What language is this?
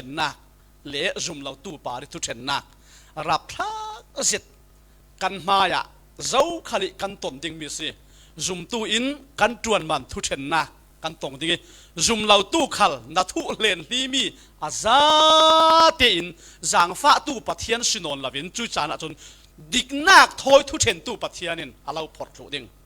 Falam Chin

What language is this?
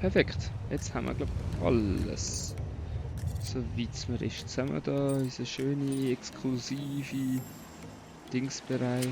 Swiss German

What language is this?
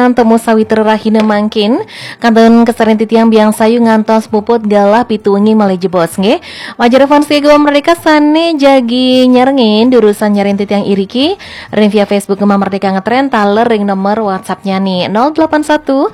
Balinese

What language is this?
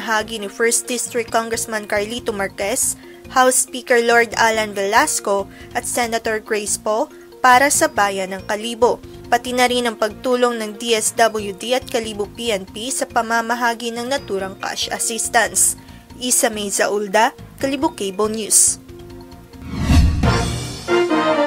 Filipino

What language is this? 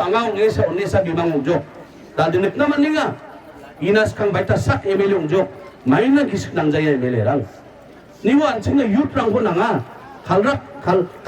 Garo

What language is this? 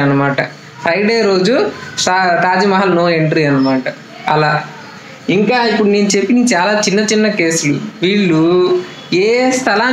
Telugu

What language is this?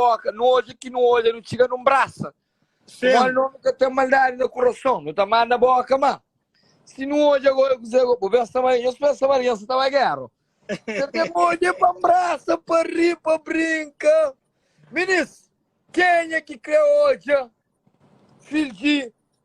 Kabuverdianu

